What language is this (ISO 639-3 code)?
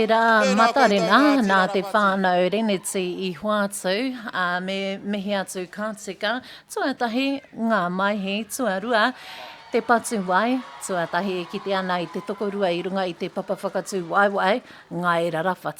mri